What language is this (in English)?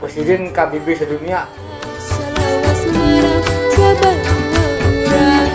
Banjar